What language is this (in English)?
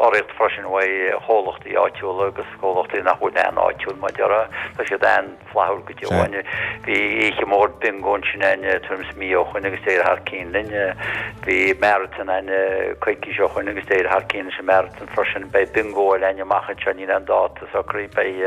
Irish